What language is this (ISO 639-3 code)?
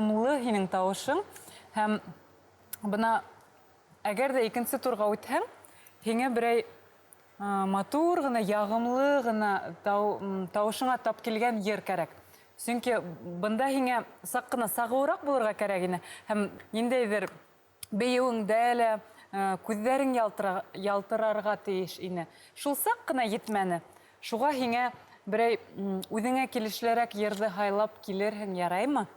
bak